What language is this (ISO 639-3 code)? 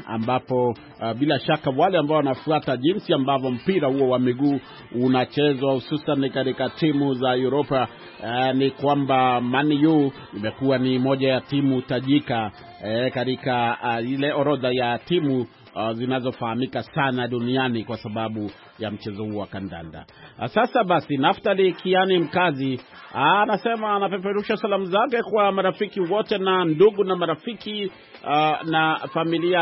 swa